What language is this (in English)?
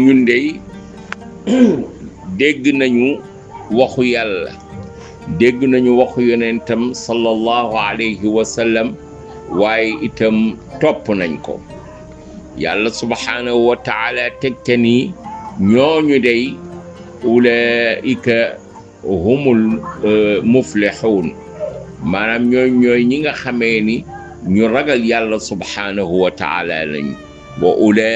Wolof